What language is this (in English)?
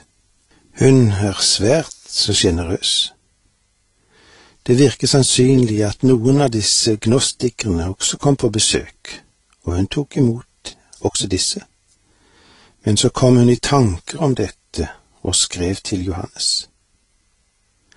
Norwegian